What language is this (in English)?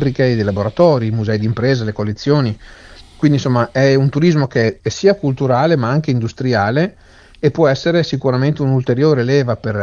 Italian